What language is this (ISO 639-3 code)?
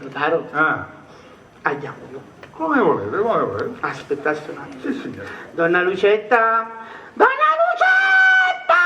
scn